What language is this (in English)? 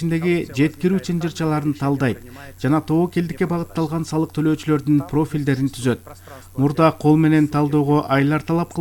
Kyrgyz